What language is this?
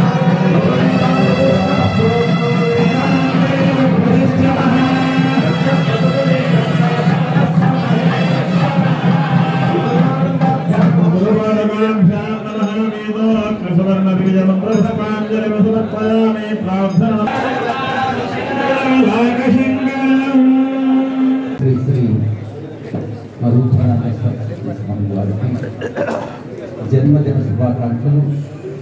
Telugu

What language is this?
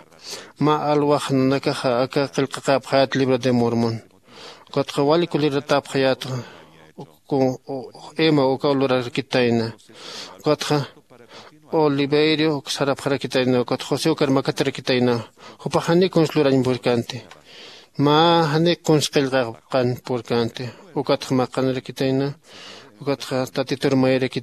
Aymara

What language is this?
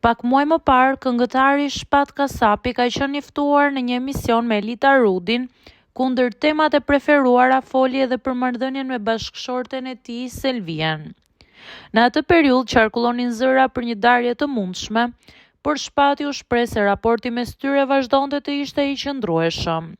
Albanian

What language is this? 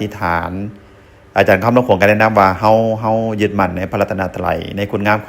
Northeastern Thai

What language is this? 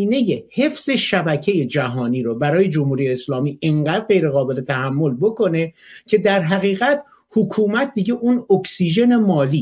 Persian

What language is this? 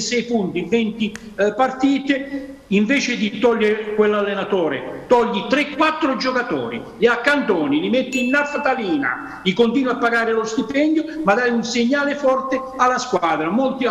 Italian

